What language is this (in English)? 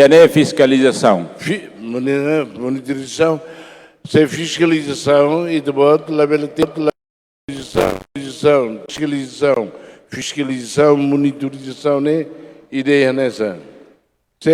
Tetum